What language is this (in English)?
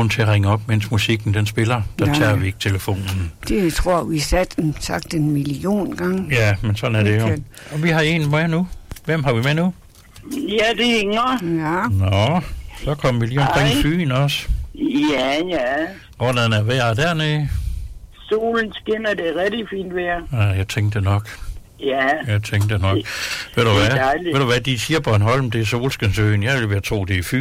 Danish